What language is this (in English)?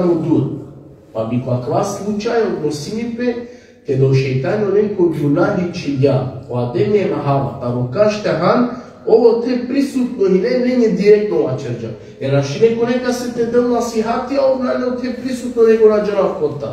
Balkan Romani